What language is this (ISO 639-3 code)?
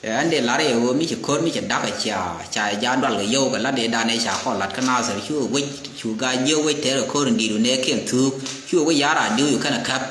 nus